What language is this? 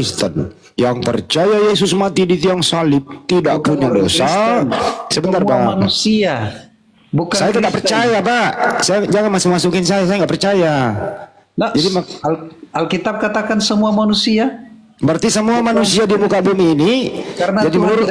Indonesian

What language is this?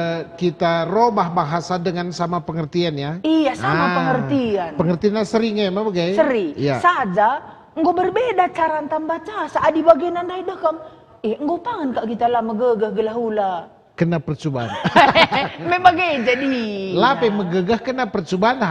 Batak Karo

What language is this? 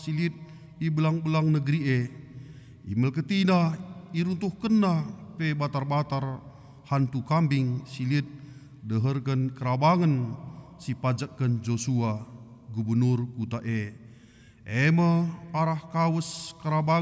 Batak Karo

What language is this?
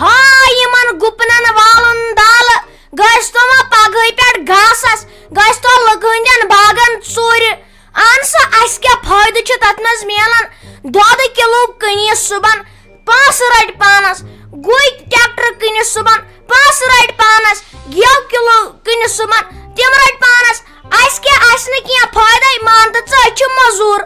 Kashmiri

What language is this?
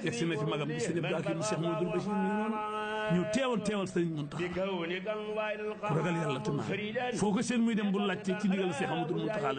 Wolof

